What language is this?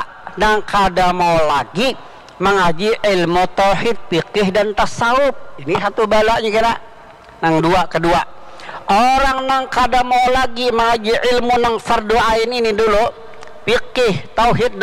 Banjar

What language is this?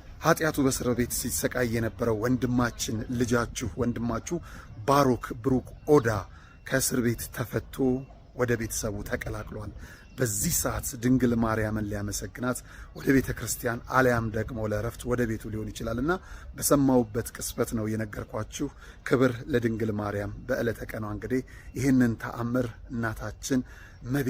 Amharic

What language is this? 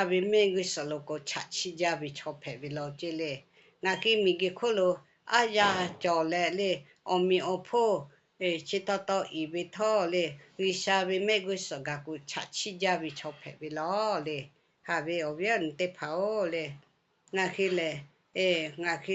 Lahu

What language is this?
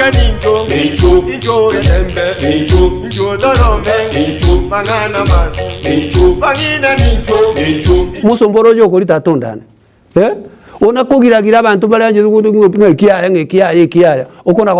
Gusii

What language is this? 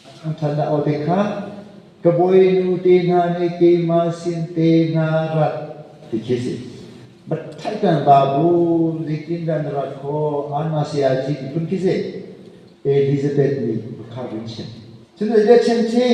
Hakha Chin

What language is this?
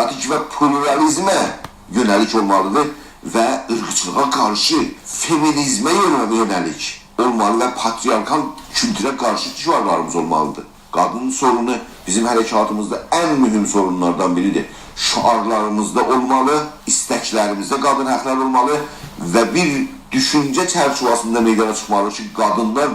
South Azerbaijani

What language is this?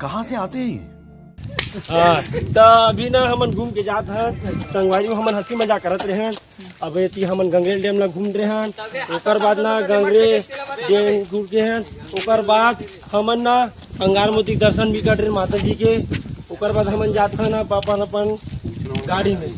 Chhattisgarhi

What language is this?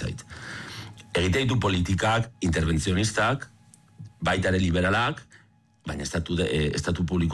Basque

